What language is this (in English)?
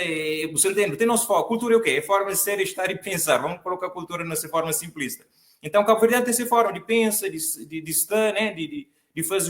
Kabuverdianu